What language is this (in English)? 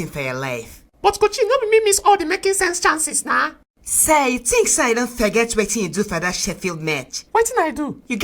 Nigerian Pidgin